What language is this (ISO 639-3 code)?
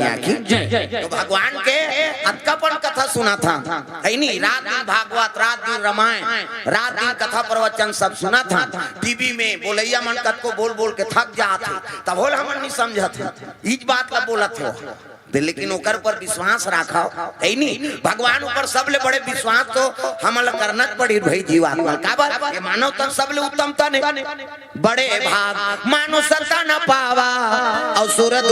hne